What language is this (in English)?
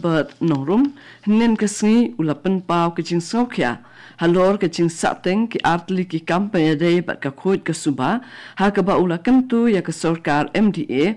Khasi